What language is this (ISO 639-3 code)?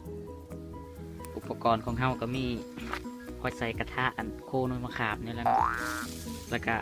lao